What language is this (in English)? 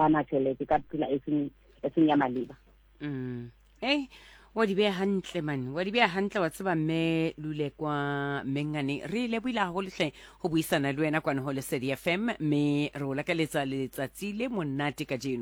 Southern Sotho